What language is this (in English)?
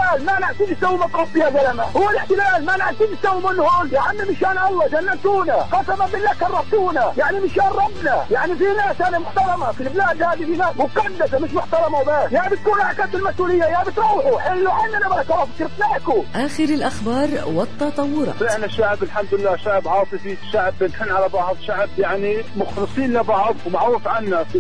South Levantine Arabic